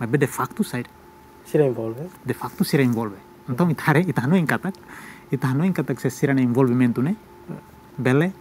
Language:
Tetum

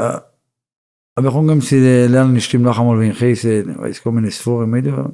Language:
Yiddish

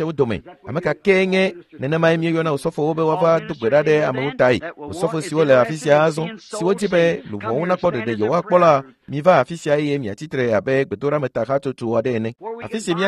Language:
Ewe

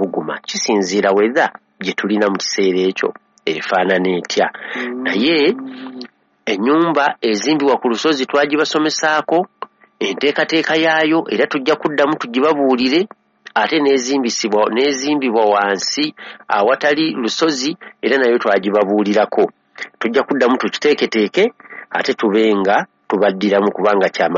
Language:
Ganda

